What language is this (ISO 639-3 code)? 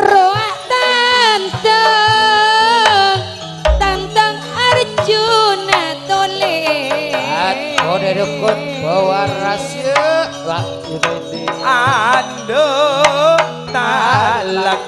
mad